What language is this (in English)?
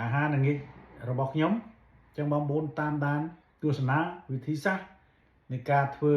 Khmer